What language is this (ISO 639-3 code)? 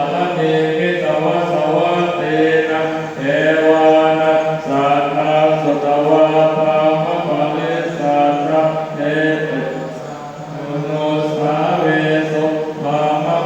pli